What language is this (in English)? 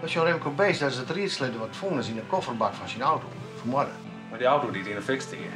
Western Frisian